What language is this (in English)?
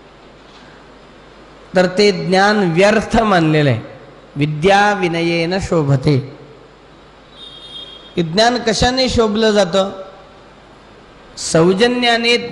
Marathi